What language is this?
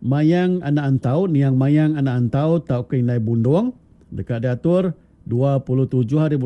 Iban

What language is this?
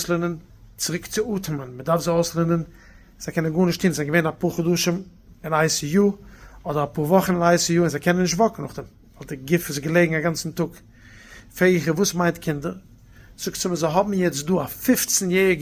Yiddish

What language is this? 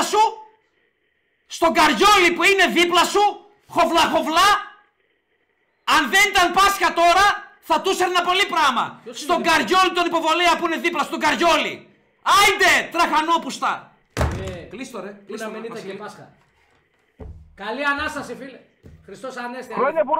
Greek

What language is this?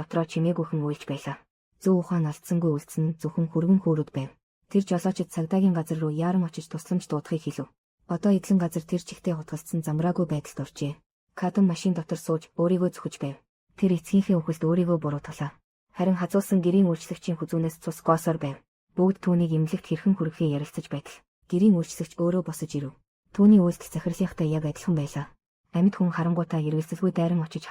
Mongolian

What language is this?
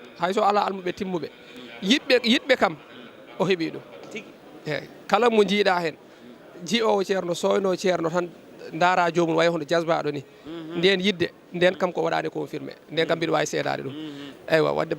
Fula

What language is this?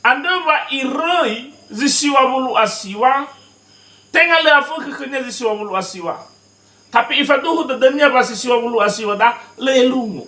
Nias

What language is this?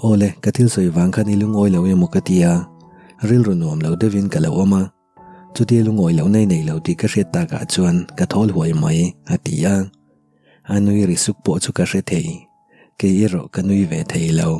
Mizo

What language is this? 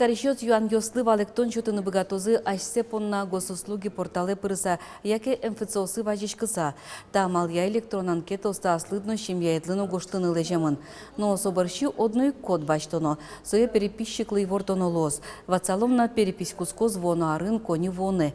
Udmurt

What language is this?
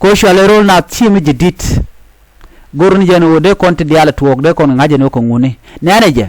Nuer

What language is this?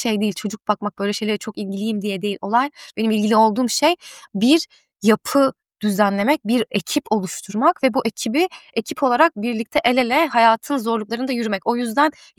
Turkish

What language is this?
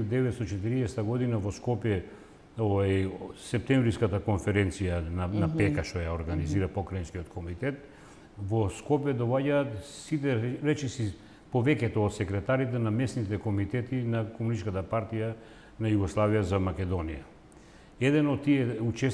Macedonian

